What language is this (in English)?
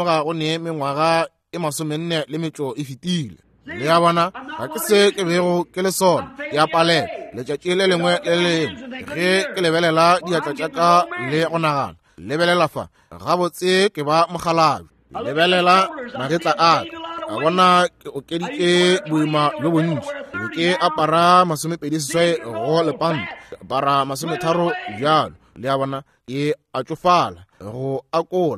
Northern Sotho